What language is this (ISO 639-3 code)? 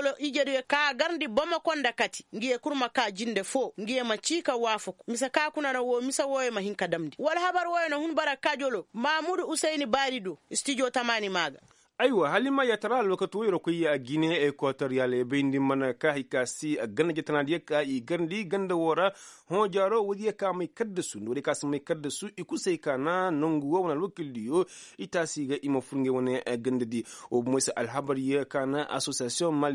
ses